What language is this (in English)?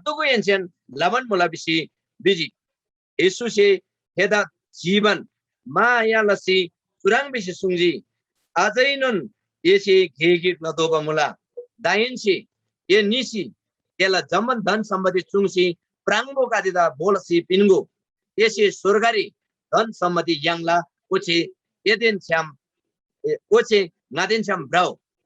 Eastern Tamang